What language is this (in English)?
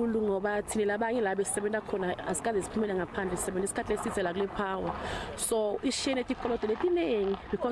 Venda